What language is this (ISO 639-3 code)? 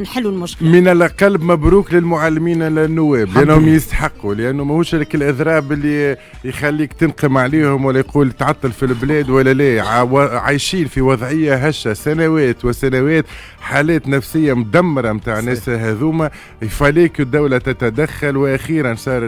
aeb